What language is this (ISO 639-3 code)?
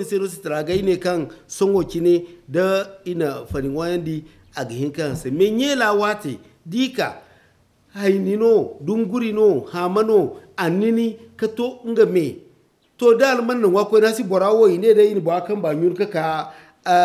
dje